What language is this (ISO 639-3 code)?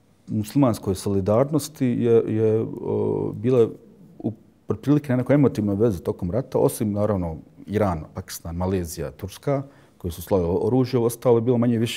bos